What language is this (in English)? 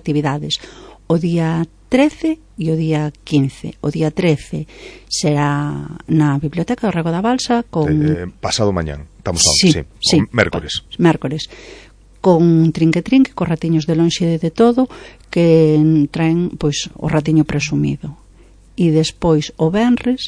Galician